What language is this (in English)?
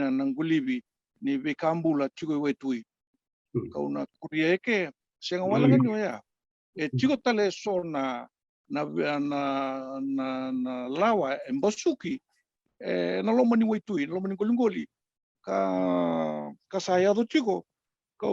Fijian